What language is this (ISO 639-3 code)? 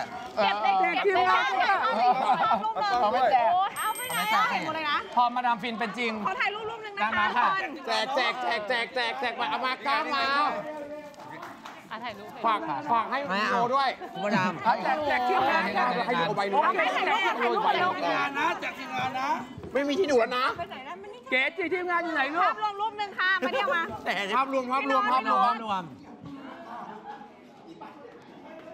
tha